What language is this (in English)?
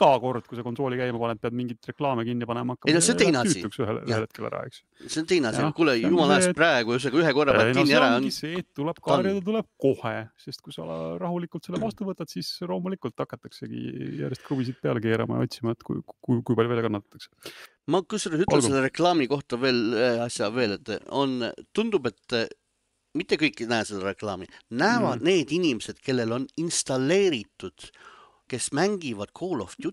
Estonian